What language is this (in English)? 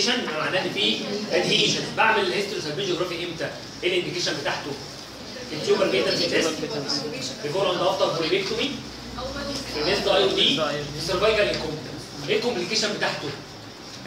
Egyptian Arabic